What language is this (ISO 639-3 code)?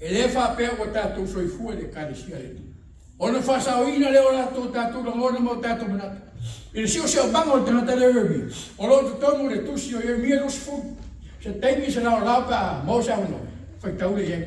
smo